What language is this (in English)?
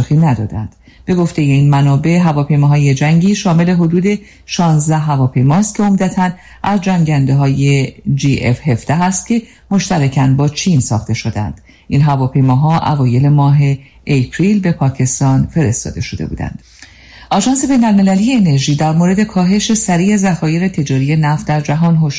Persian